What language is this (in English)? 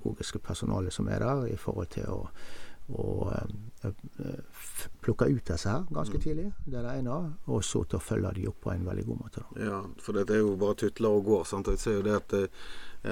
Norwegian